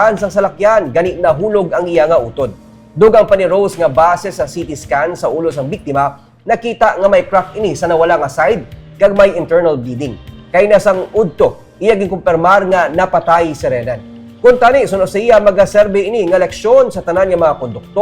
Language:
Hiligaynon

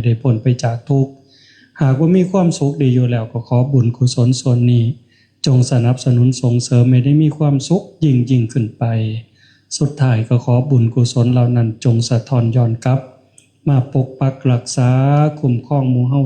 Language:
Northeastern Thai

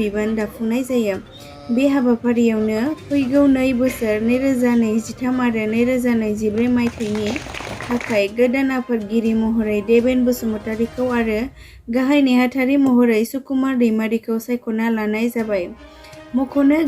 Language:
Bodo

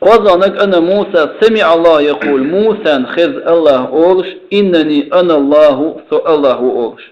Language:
Chechen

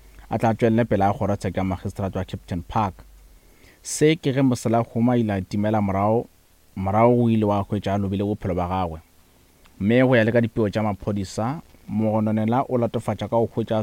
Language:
Northern Sotho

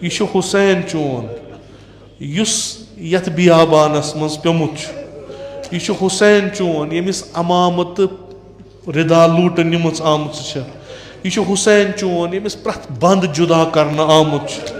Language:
Kashmiri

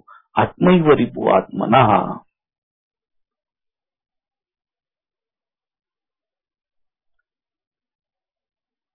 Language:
Marathi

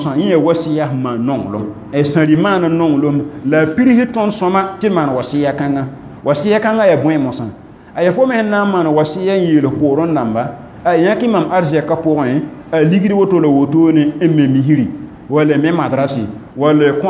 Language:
Mossi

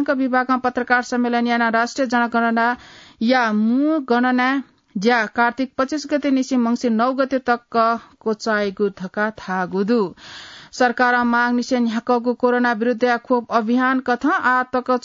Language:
Newari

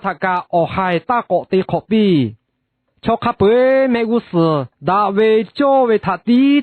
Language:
Lahu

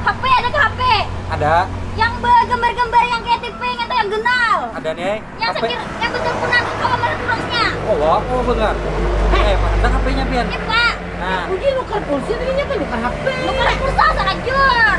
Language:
Banjar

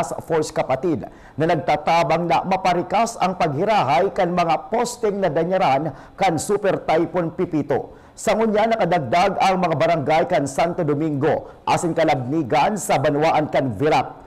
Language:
Bikol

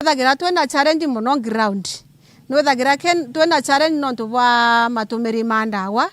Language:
Meru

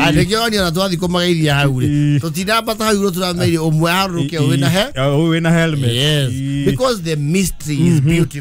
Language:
Kikuyu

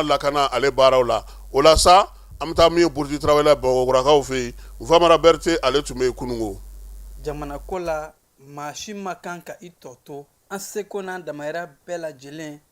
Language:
Bambara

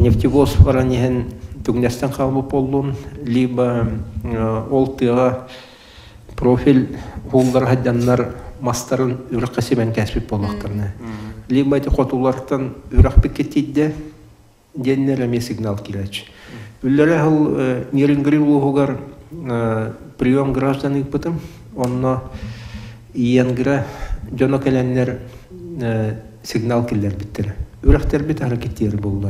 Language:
Yakut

